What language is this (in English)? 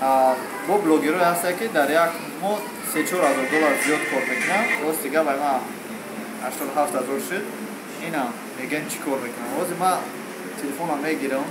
Tajik